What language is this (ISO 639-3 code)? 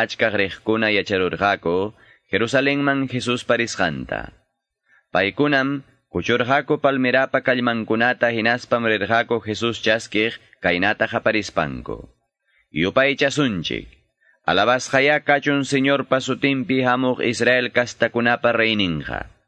que